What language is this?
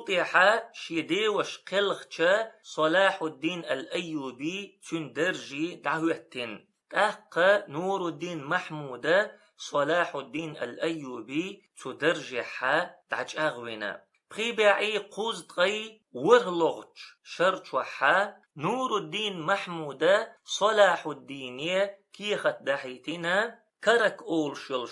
Chechen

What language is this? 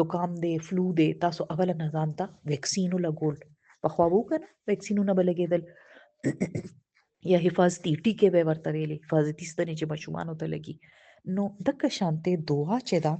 Pashto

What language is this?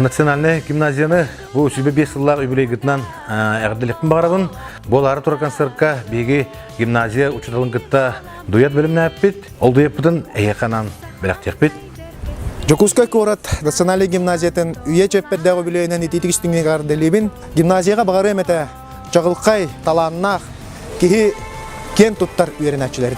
Yakut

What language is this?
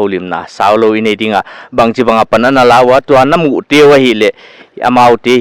Paite Chin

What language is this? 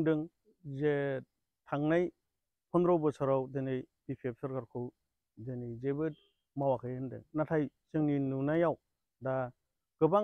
Bodo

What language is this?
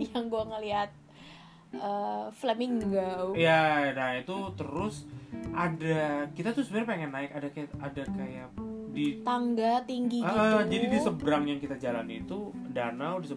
Indonesian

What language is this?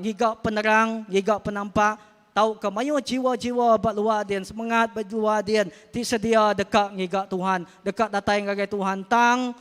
Iban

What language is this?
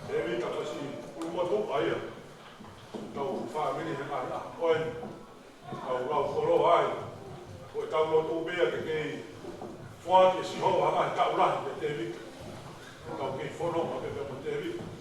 Tongan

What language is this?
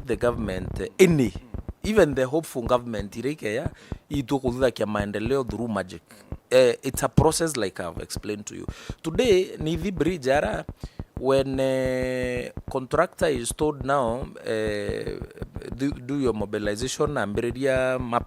Meru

